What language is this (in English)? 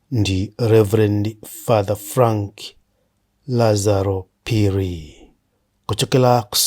Nyanja